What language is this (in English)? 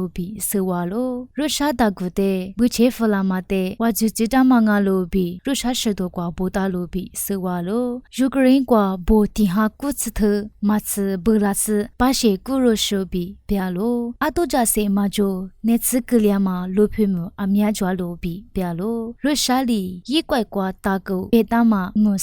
Lisu